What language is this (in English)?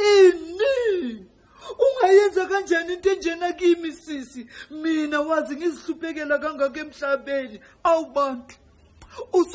Zulu